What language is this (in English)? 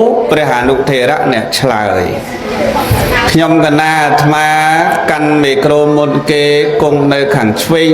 Khmer